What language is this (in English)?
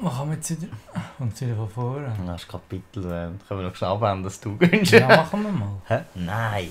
Swiss German